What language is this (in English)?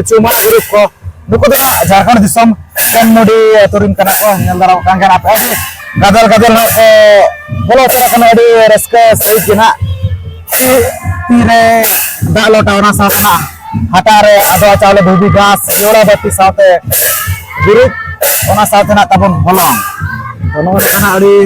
Santali